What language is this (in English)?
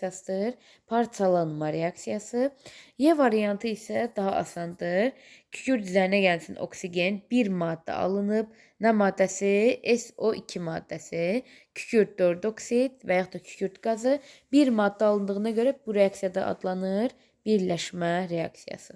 Azerbaijani